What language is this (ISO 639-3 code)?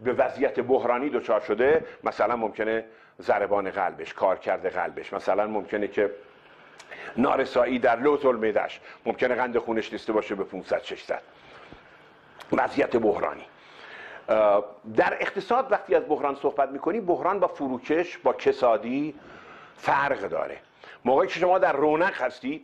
fas